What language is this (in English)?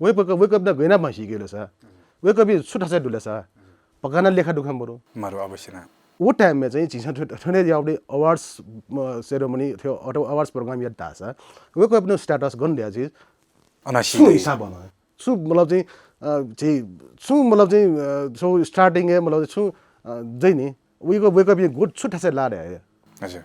Newari